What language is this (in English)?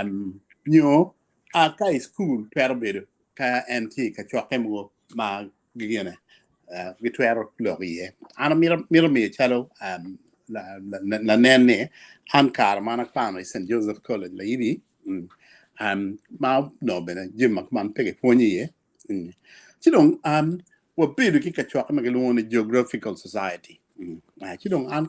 Acoli